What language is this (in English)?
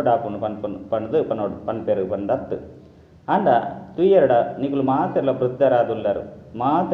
Tulu